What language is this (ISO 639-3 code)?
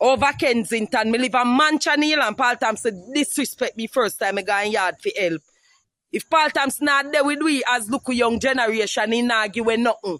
jam